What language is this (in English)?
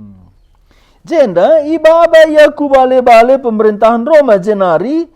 Batak Karo